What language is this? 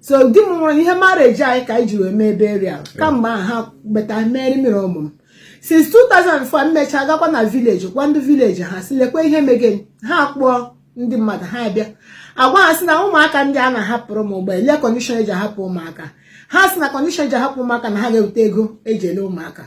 Igbo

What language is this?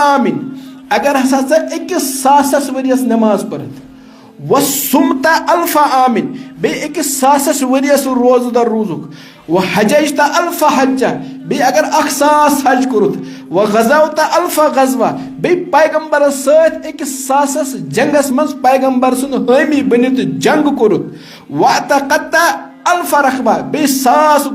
Kashmiri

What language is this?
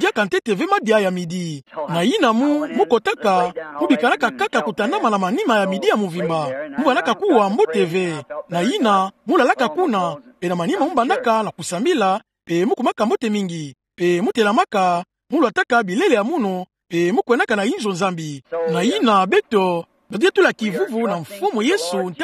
Kituba (Democratic Republic of Congo)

